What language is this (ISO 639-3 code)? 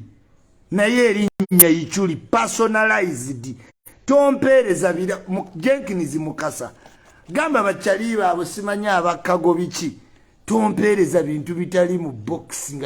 lug